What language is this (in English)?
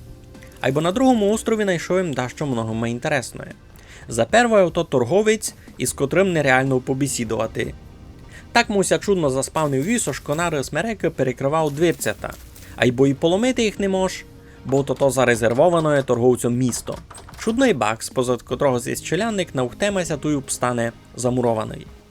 Rusyn